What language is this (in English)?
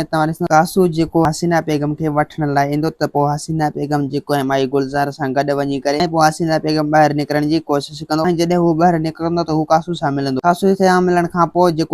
Sindhi